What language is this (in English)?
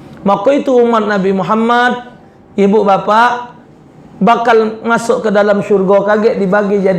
Musi